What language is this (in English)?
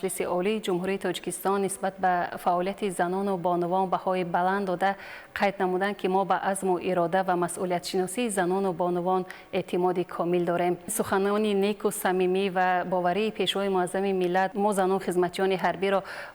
Tajik